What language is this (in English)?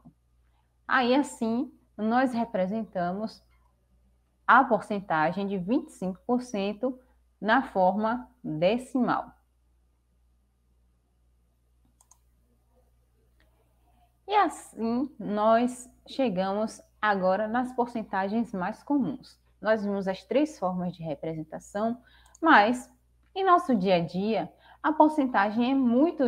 Portuguese